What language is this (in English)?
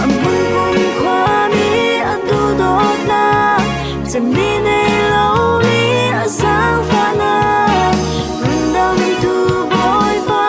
Falam Chin